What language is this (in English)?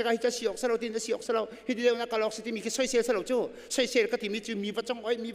Hakha Chin